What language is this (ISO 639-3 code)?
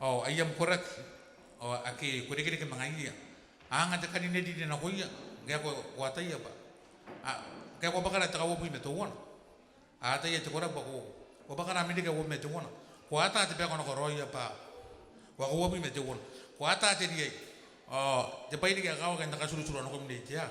gil